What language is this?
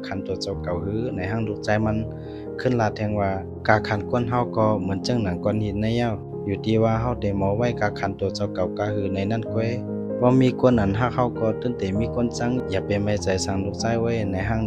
Lao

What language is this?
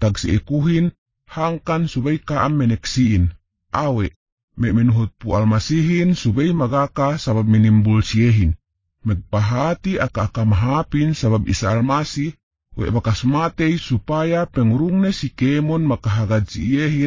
Yakan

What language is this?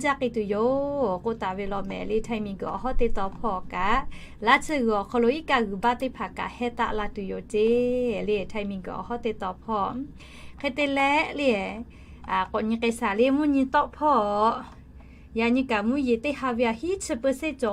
Lahu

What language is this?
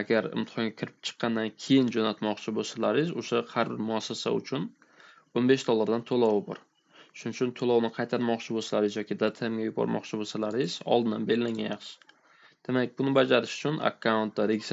Uzbek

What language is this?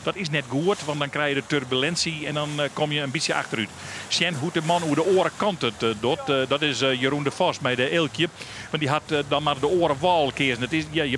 Western Frisian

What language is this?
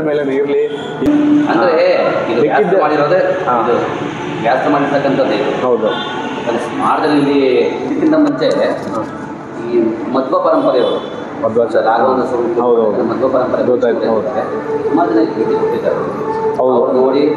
Kannada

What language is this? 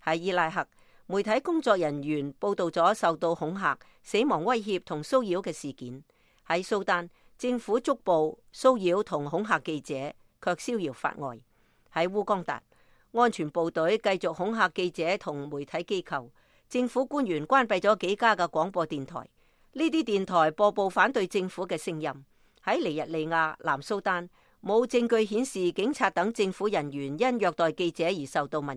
Cantonese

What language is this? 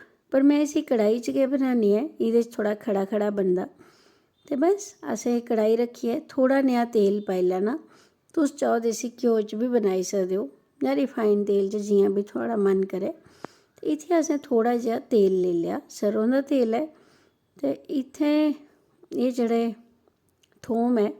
Dogri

